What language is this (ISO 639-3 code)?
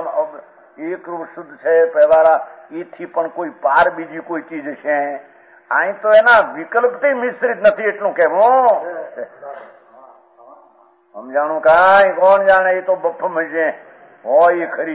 guj